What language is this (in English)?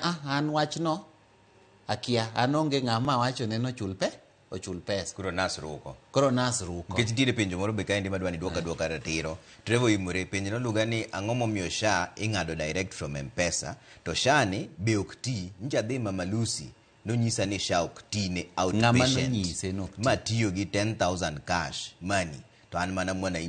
Luo (Kenya and Tanzania)